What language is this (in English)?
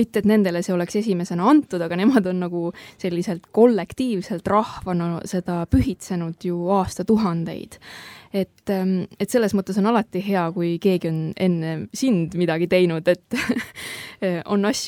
Estonian